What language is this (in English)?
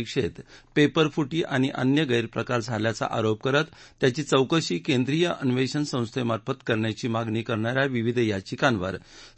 Marathi